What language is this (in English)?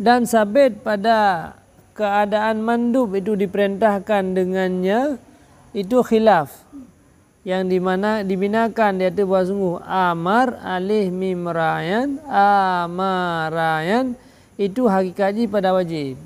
Achinese